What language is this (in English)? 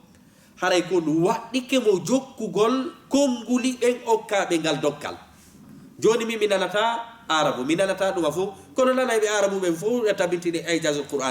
Fula